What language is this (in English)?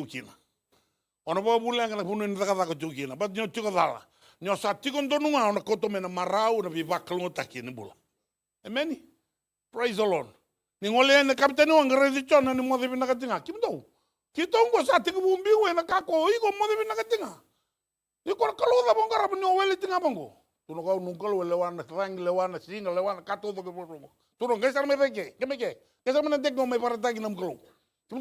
Fijian